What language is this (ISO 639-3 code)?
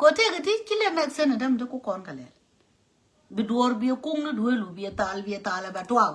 nus